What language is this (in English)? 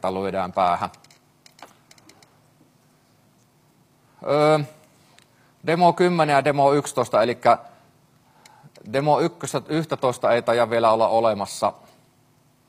Finnish